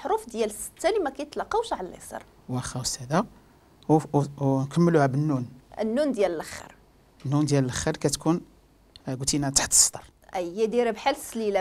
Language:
Moroccan Arabic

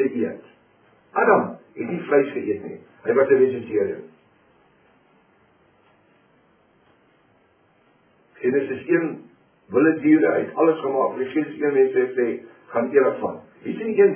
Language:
Afrikaans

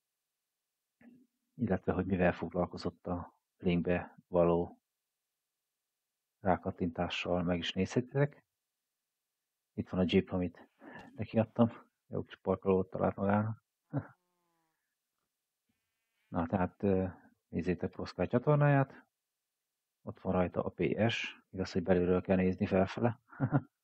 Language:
Hungarian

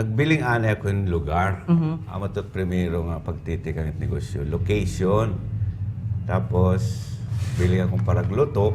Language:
Waray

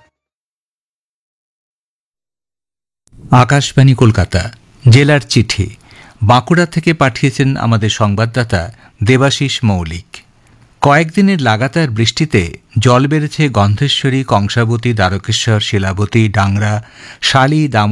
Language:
Bangla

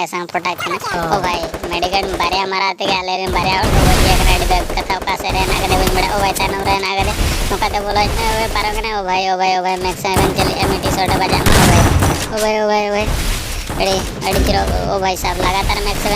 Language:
Santali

